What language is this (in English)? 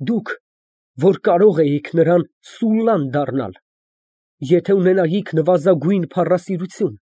Armenian